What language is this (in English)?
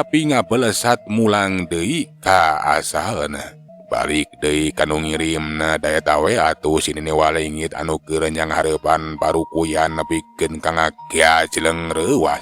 Sundanese